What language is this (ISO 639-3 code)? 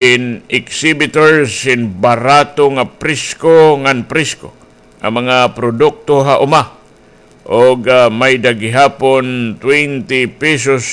war